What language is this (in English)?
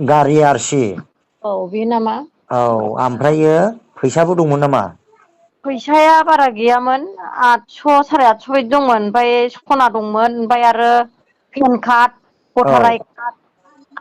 Bodo